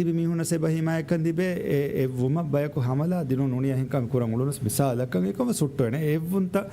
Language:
Divehi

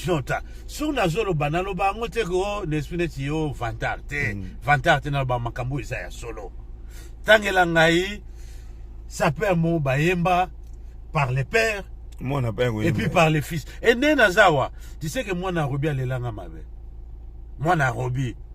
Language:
Lingala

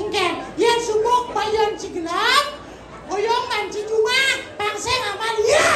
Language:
Balinese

